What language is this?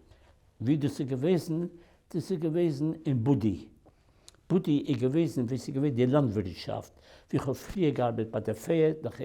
Yiddish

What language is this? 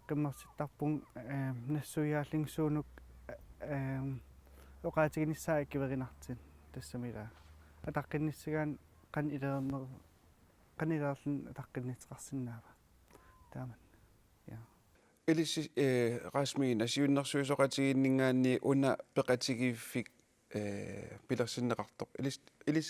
Kalaallisut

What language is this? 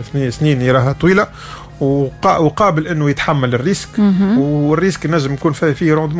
Tunisian Arabic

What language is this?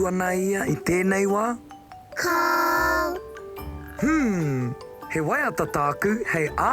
Māori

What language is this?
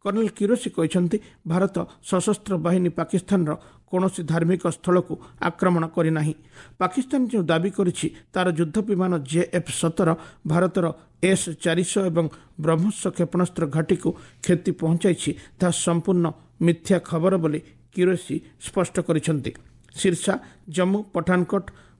Odia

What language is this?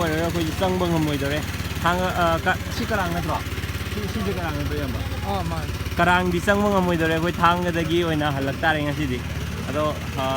Manipuri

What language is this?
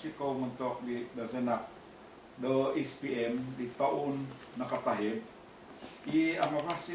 Central Dusun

